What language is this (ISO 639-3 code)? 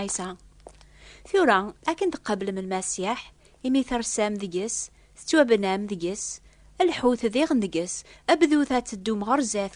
kab